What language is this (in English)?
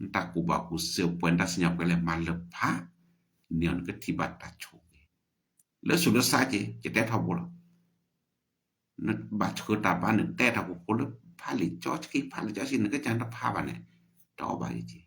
S'gaw Karen